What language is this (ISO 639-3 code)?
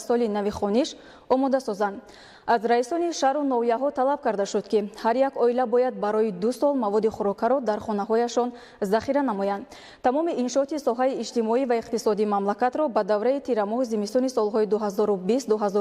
tgk